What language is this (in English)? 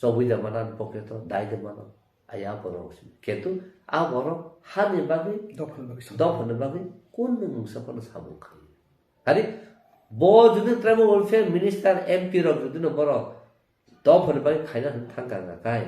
Kok Borok